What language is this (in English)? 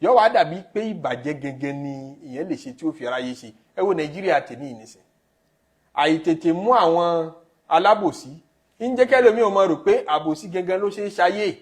Yoruba